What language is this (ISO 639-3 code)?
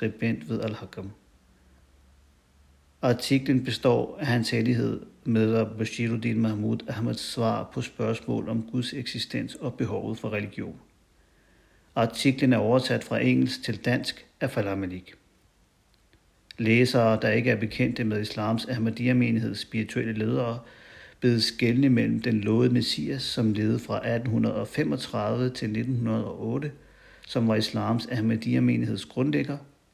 dan